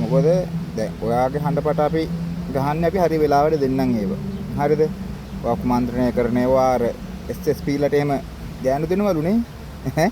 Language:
Sinhala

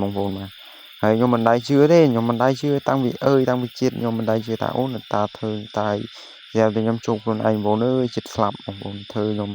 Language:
Khmer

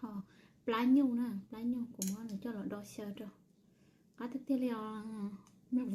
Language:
Hmong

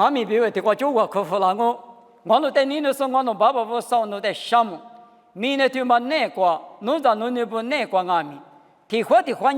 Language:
Lisu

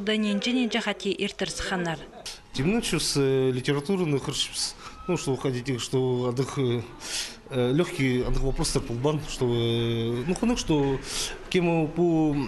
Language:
Khakas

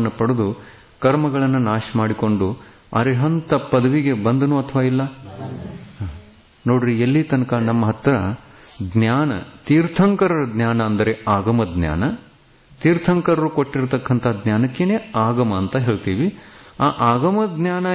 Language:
Kannada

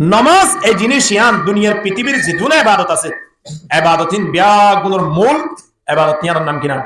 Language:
Rohingya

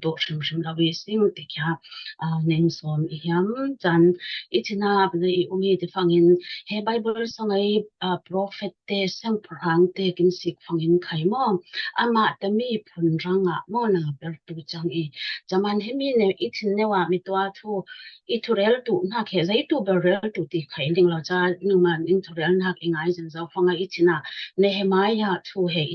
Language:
Falam Chin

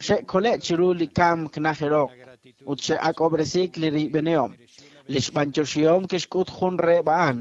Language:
Kekchí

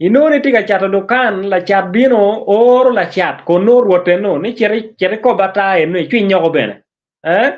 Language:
Acoli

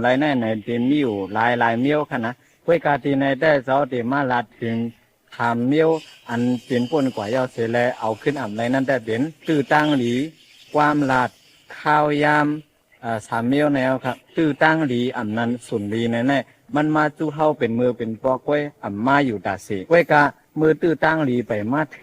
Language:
Shan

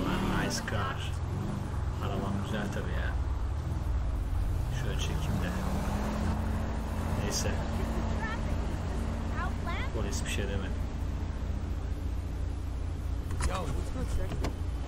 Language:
Turkish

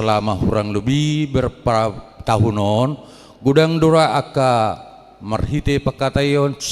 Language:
Batak Toba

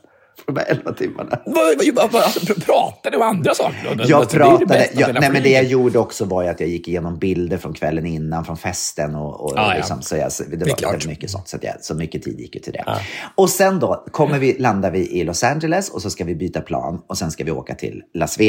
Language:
Swedish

